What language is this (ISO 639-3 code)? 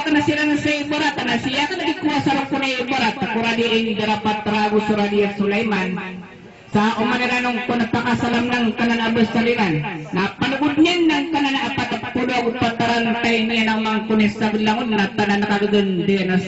mrw